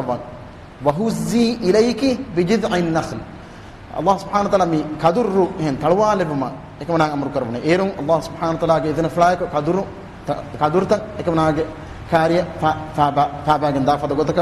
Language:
Divehi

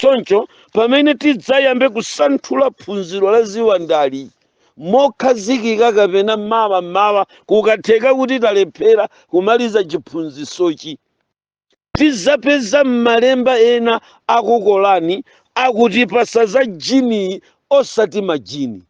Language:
Nyanja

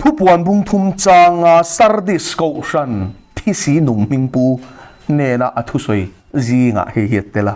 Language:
Mizo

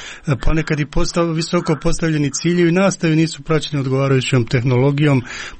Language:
Croatian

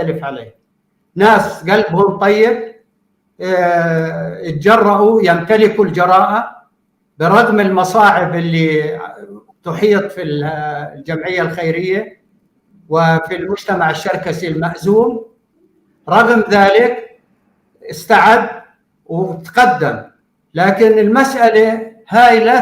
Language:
North Levantine Arabic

